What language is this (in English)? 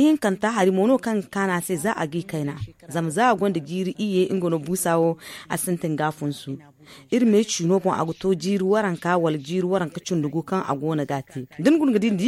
Zarma